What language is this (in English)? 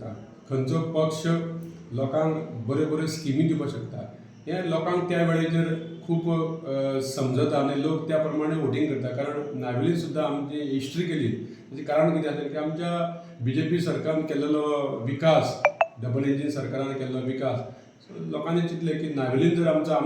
Konkani